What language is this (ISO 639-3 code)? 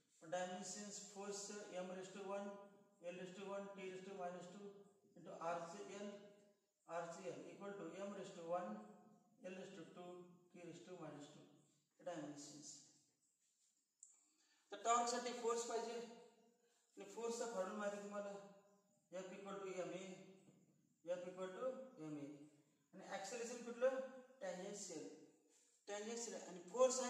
mar